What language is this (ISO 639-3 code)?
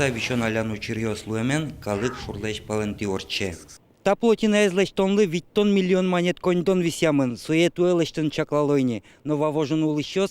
udm